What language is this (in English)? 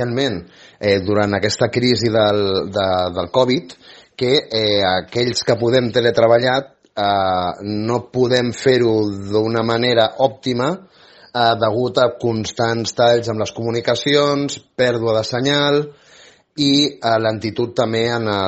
Catalan